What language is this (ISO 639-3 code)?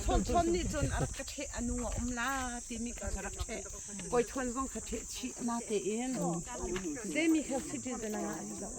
cnh